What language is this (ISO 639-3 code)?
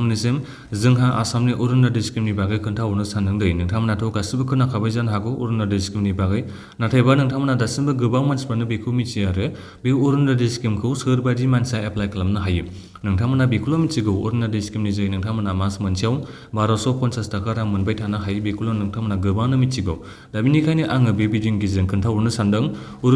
brx